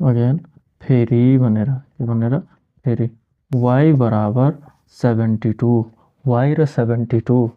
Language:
Nepali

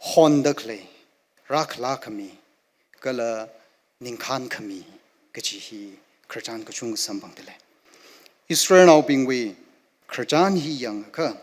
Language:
Tangkhul Naga (India)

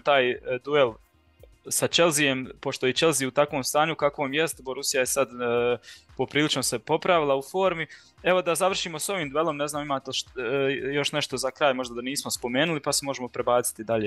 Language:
Croatian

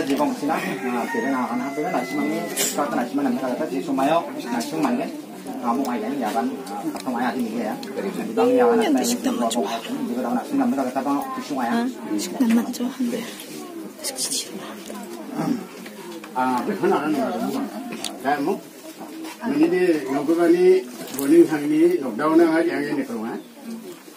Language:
Garo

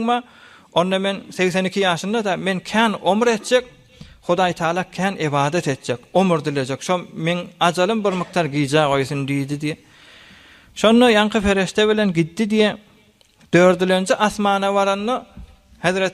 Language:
Turkmen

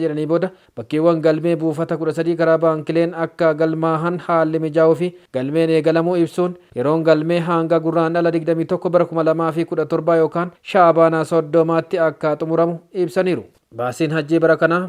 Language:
Oromo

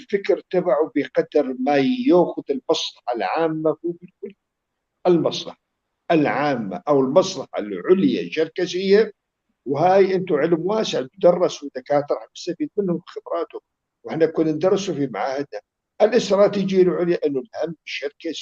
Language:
North Levantine Arabic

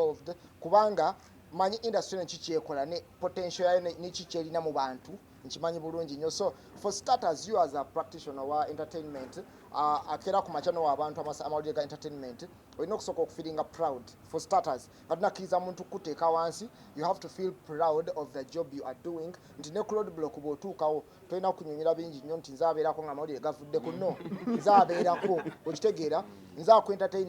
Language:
Ganda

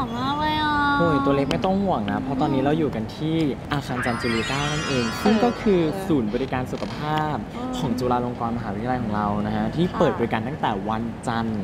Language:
Thai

